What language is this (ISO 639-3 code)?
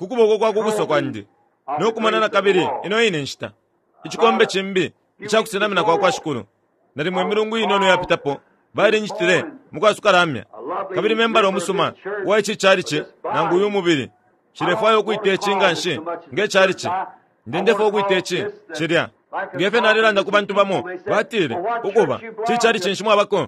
bem